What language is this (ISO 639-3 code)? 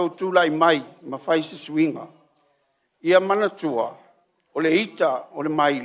smo